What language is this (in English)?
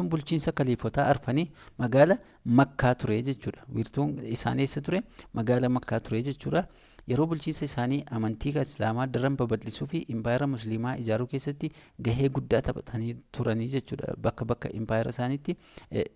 Oromo